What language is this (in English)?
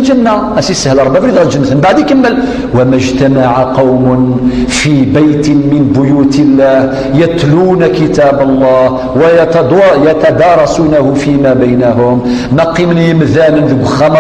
Kabyle